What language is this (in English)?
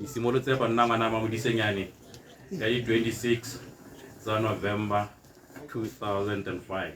Tswana